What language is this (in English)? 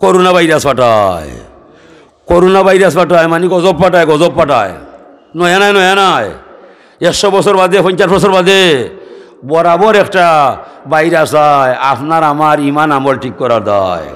Sylheti